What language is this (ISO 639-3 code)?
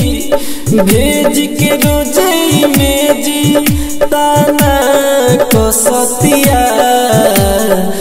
bho